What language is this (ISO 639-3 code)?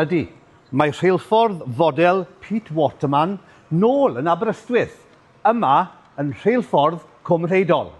cym